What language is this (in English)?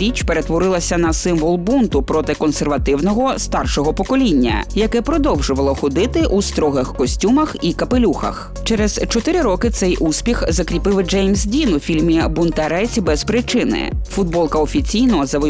Ukrainian